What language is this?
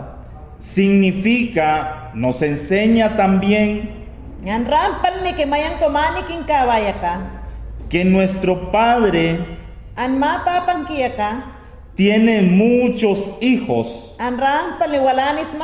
Mayangna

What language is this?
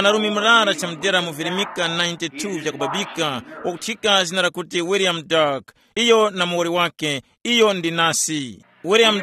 Tumbuka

